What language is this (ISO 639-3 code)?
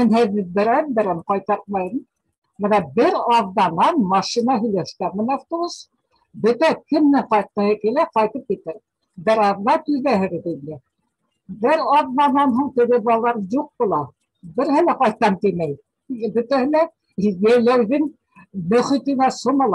bak